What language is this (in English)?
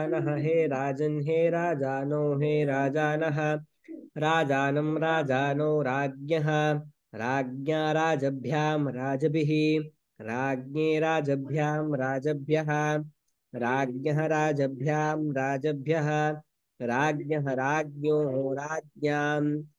Sanskrit